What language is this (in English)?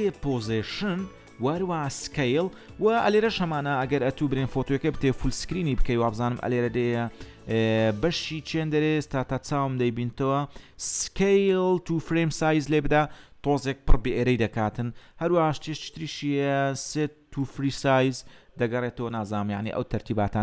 Central Kurdish